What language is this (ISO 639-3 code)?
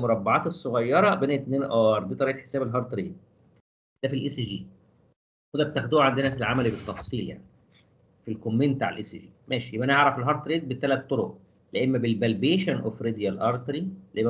arz